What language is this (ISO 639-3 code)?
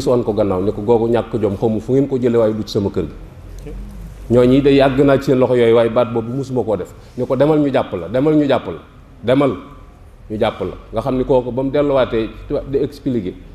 wol